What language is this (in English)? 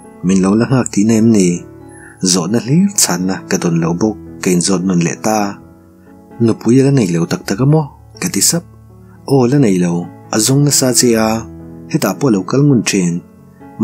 Mizo